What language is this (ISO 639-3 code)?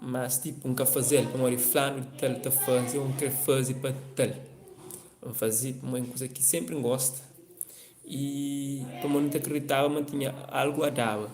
kea